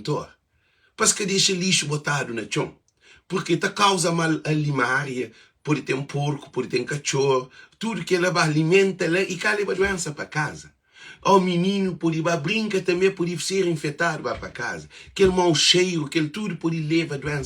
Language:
Kabuverdianu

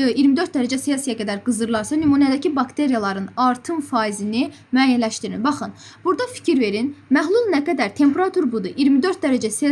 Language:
Azerbaijani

